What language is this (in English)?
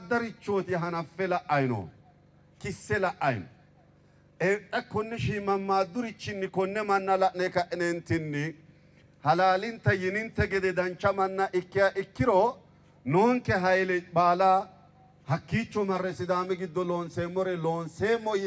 Sidamo